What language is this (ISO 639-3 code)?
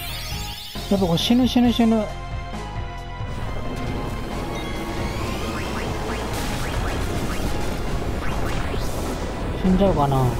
jpn